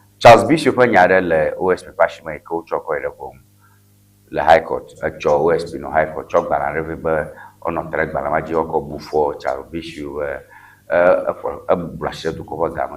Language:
Ewe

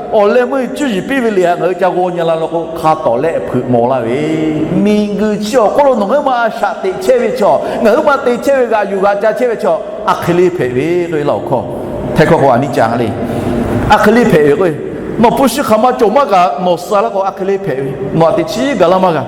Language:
Lahu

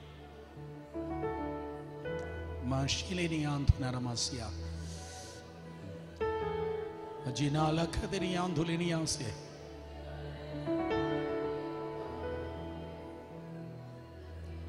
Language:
Malayalam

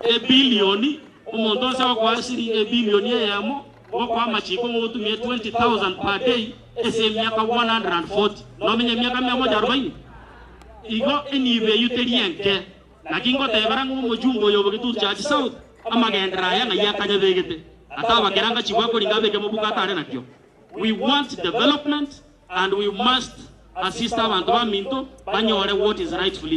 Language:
Gusii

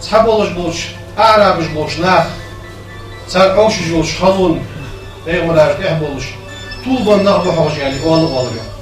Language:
Ingush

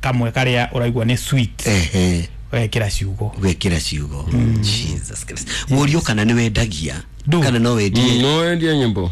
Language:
Kikuyu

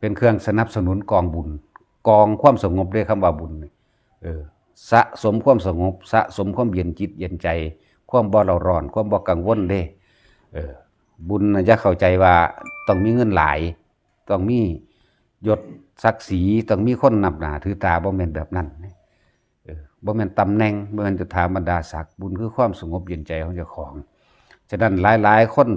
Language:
Northeastern Thai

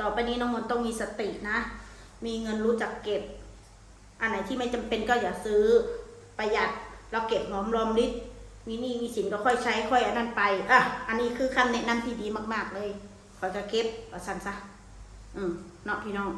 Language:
Northeastern Thai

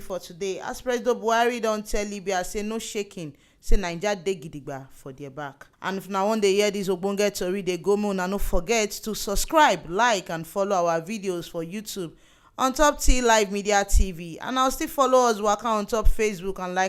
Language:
Nigerian Pidgin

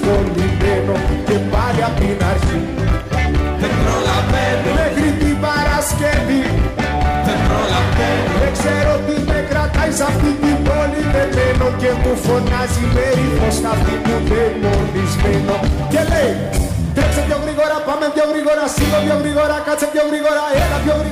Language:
Greek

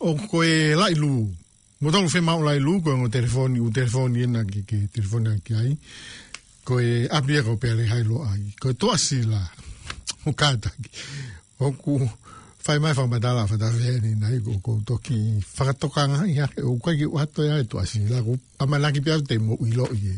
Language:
Tongan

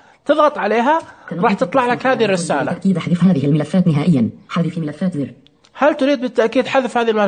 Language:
Najdi Arabic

